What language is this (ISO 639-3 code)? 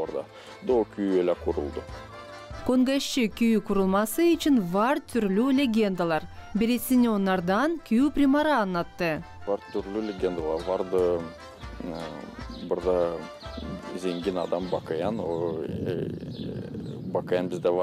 gag